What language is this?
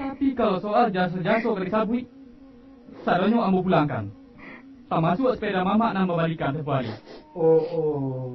Minangkabau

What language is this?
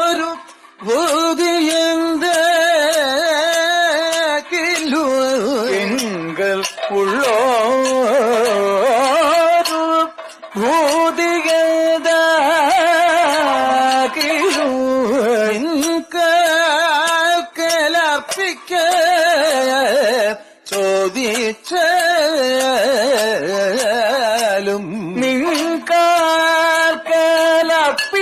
Malayalam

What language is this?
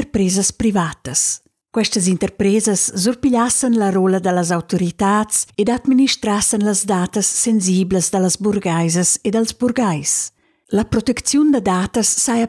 Romansh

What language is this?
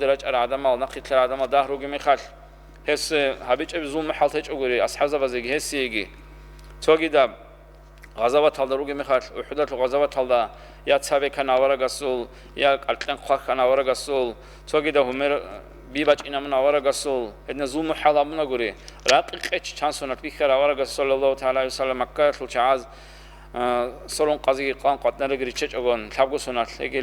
Avaric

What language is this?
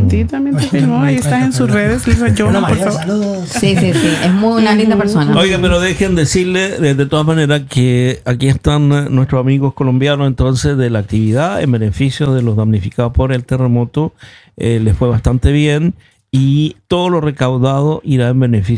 Spanish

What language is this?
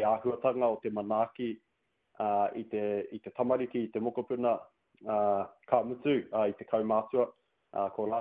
Māori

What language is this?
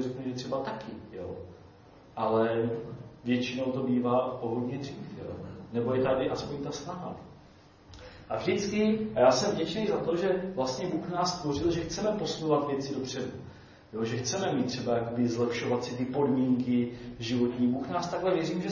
Czech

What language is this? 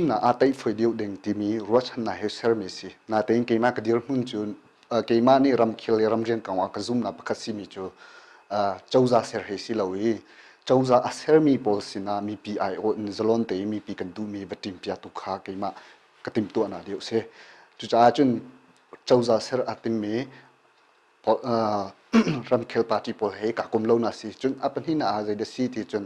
Hakha Chin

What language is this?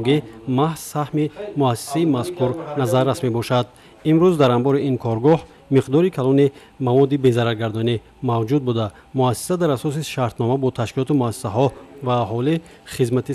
Tajik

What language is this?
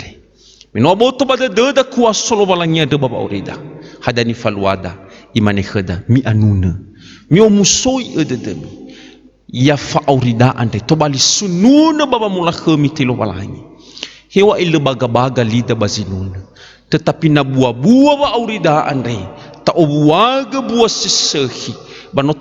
Nias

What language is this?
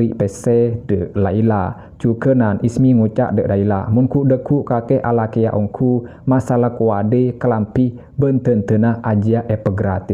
Madurese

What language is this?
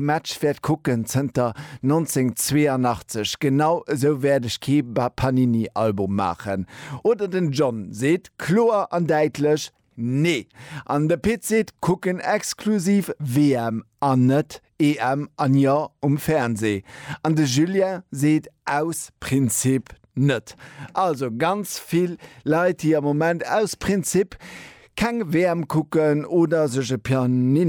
Luxembourgish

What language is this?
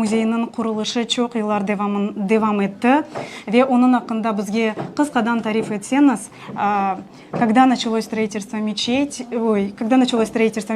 Crimean Tatar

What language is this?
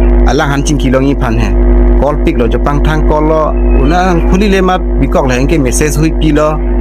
Karbi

